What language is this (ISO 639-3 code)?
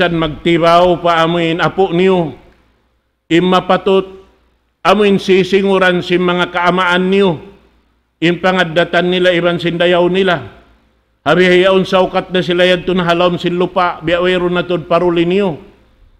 tsg